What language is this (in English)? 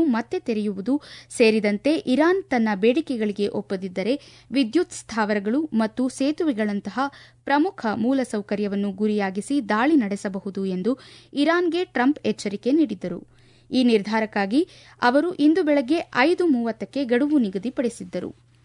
Kannada